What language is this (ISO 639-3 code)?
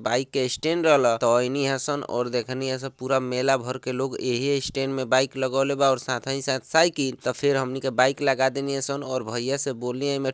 bho